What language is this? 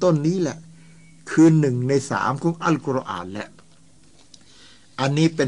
Thai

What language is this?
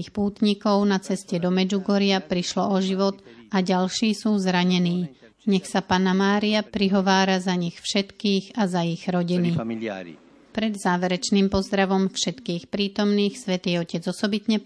Slovak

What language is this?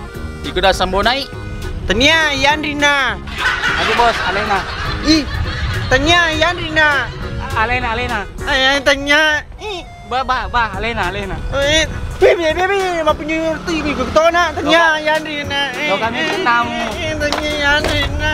Buginese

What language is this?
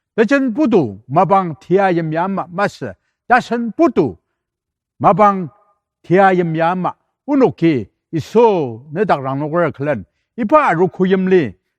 Ao Naga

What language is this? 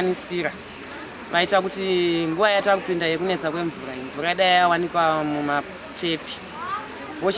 Shona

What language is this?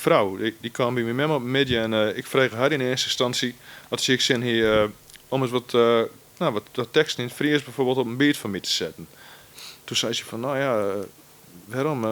Western Frisian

